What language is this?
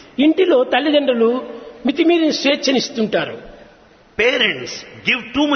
Telugu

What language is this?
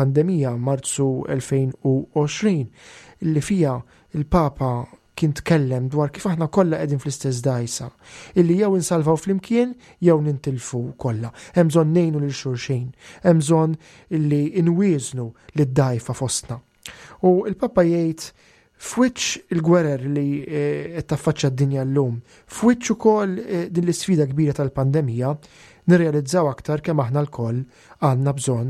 Maltese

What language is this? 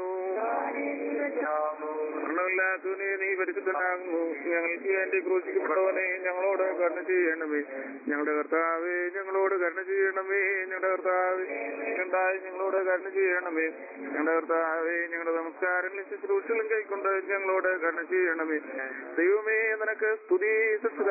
Malayalam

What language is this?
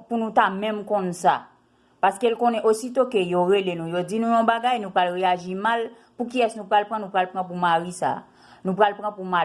Haitian Creole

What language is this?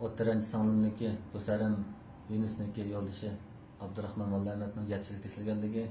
Uyghur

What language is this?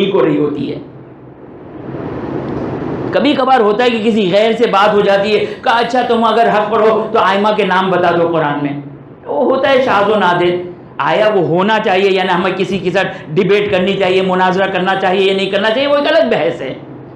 Urdu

